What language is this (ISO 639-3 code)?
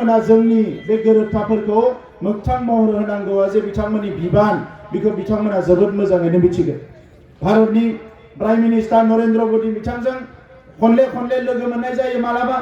brx